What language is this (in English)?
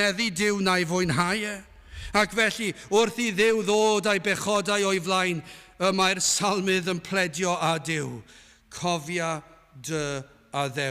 Welsh